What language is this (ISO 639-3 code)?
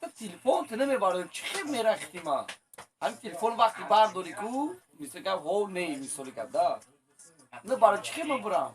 tgk